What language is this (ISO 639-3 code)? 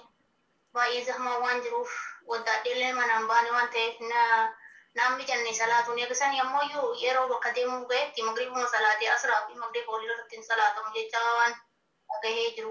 orm